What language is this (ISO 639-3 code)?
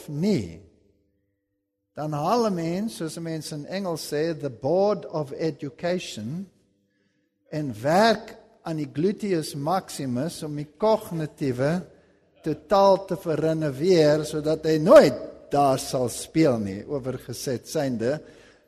afr